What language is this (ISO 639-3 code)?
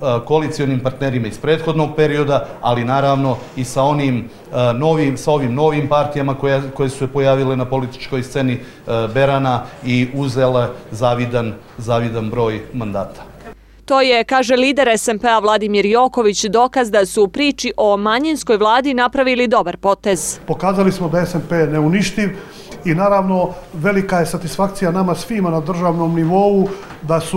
srp